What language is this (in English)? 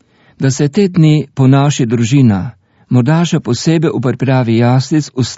Slovenian